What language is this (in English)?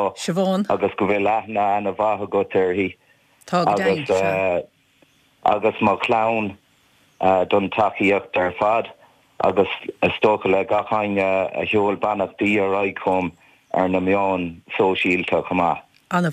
Irish